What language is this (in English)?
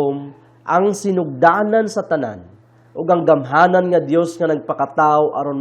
Cebuano